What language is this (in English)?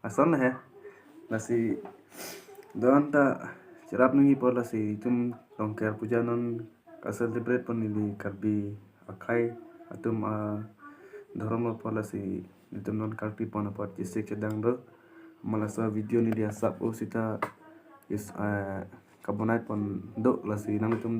Karbi